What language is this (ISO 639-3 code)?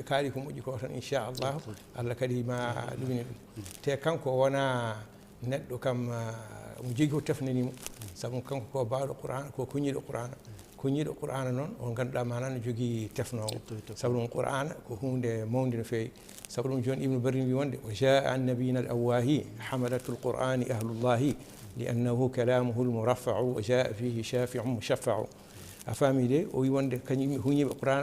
ful